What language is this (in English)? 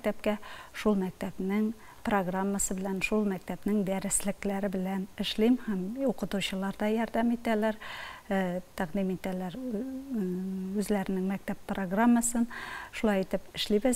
Tatar